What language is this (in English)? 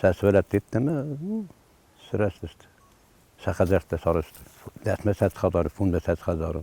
Ossetic